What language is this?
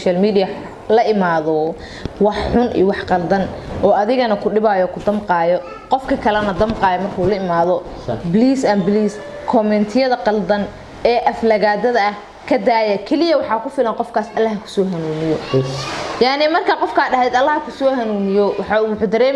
Somali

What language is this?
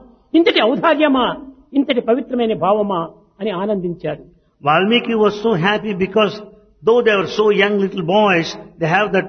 Telugu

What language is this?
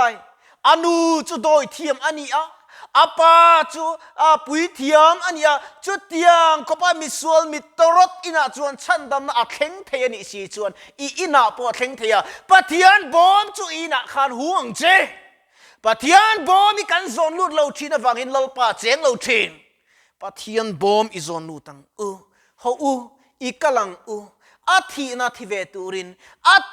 Mizo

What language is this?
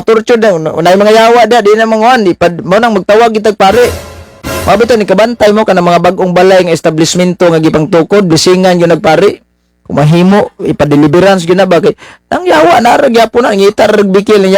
Cebuano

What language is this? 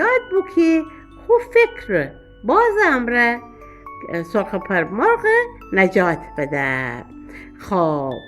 Gilaki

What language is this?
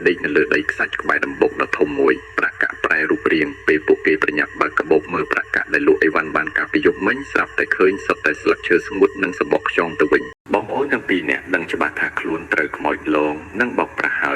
Khmer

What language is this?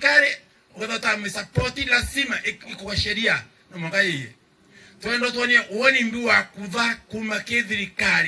Meru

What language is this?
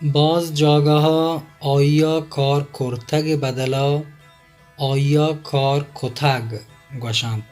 Baluchi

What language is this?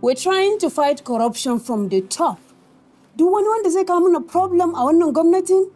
Hausa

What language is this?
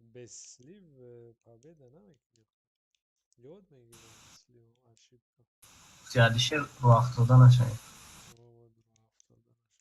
Tajik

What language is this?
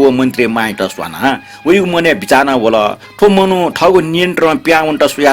Newari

